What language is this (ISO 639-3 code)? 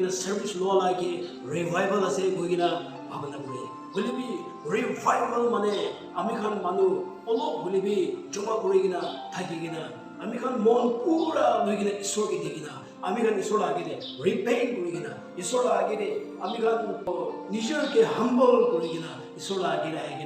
nri